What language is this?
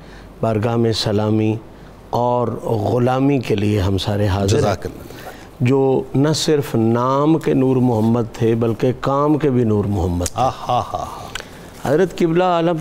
Urdu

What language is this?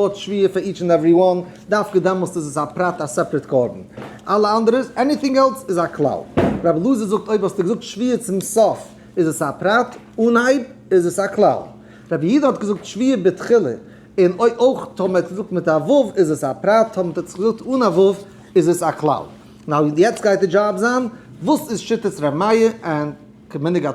Yiddish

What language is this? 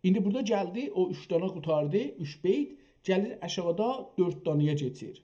South Azerbaijani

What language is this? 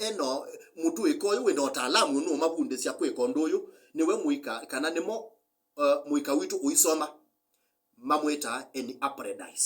Kamba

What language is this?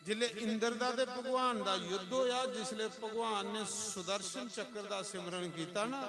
Dogri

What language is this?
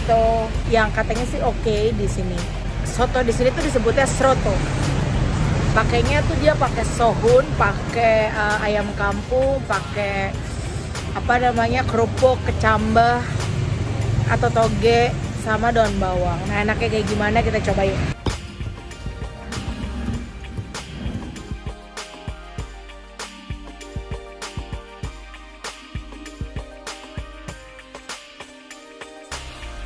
Indonesian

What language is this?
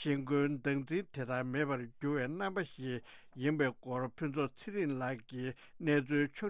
Tibetan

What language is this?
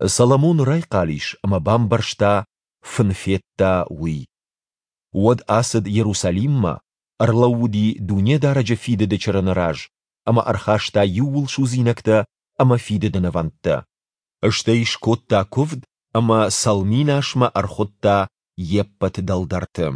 Ossetic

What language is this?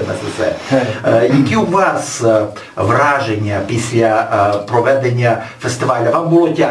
Rusyn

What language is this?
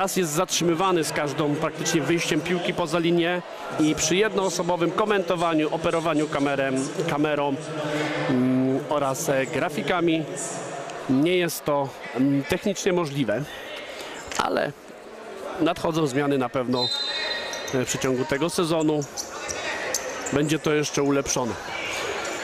Polish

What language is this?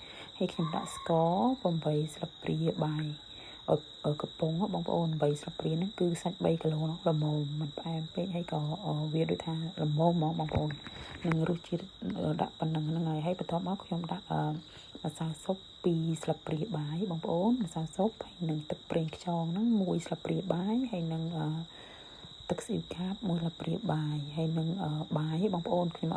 Khmer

